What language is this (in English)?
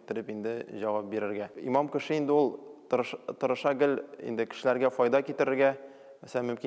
Tatar